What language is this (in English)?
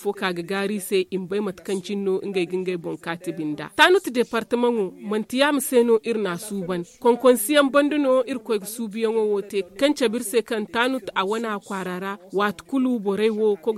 Zarma